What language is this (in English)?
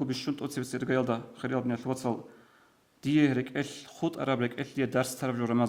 Avaric